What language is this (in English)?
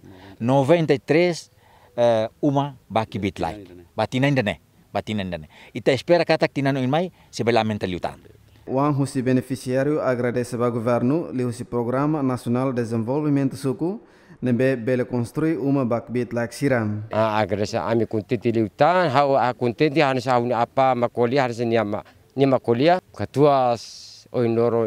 Tetum